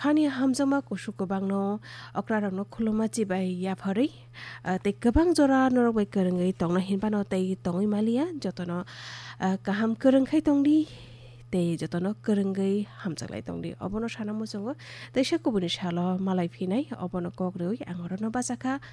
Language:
Kok Borok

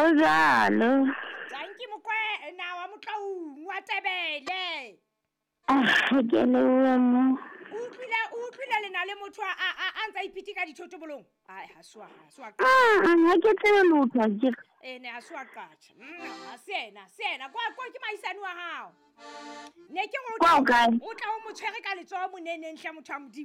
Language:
Southern Sotho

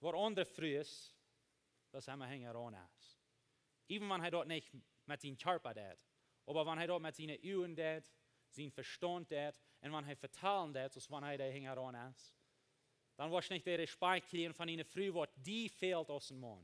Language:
Plautdietsch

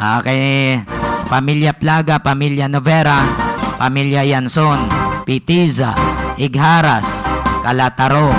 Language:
Hiligaynon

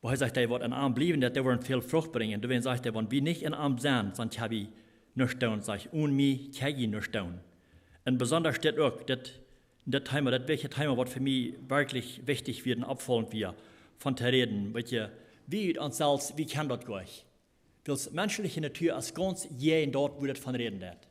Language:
Plautdietsch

